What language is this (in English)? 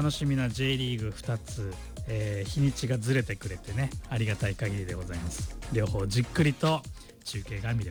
Japanese